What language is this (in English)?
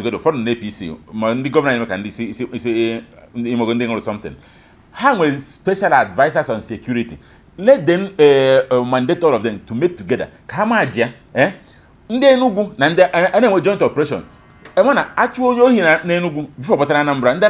Igbo